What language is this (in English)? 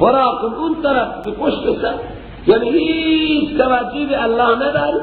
Persian